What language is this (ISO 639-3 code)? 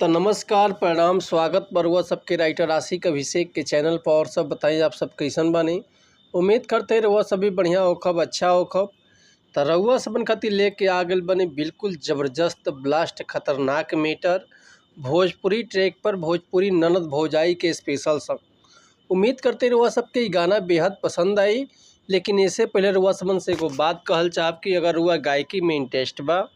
bho